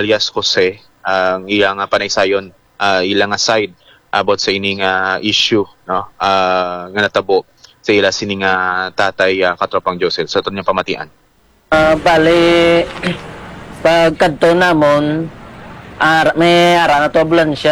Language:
Hiligaynon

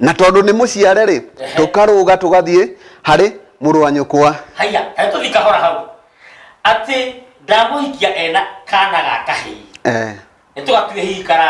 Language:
Kikuyu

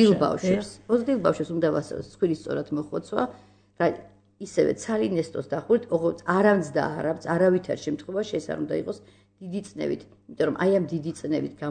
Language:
Georgian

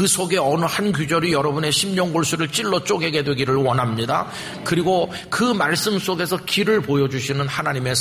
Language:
Korean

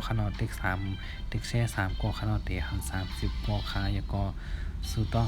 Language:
Shan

